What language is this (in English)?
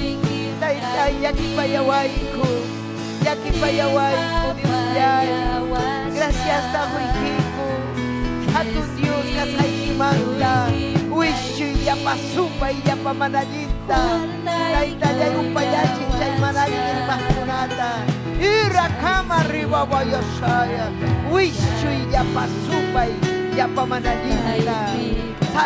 Ayacucho Quechua